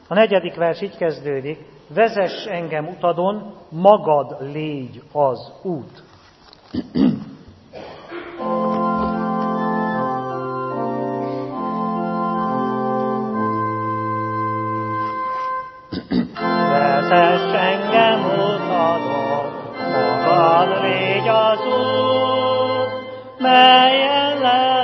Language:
Hungarian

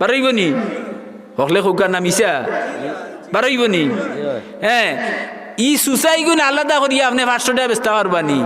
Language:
Sylheti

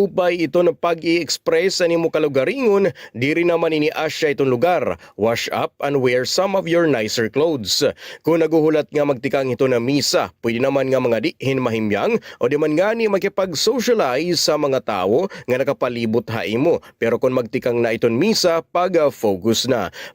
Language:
Waray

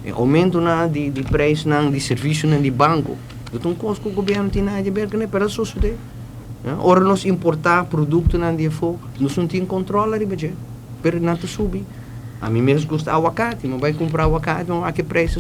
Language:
Papiamento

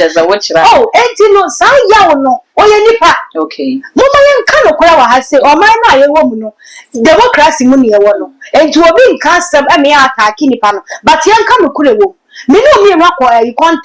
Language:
Akan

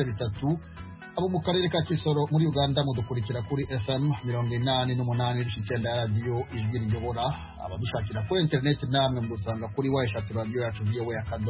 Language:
Kinyarwanda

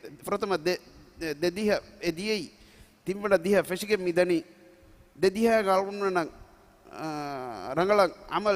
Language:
Divehi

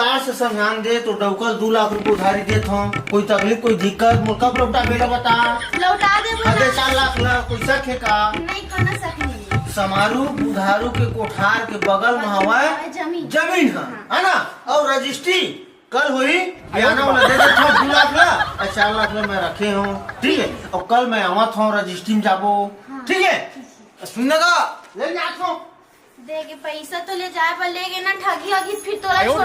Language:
Chhattisgarhi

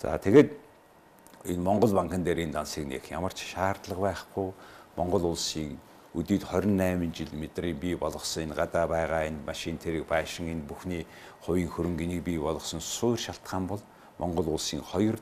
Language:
Mongolian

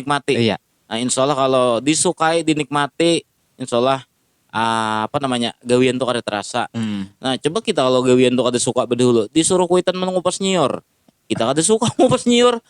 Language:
Banjar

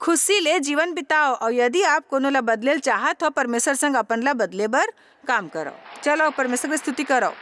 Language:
Chhattisgarhi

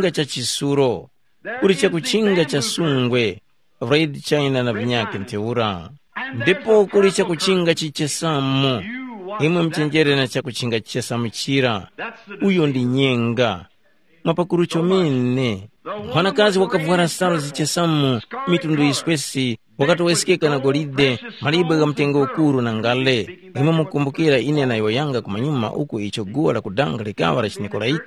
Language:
Tumbuka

